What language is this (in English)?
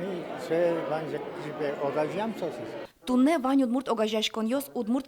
Udmurt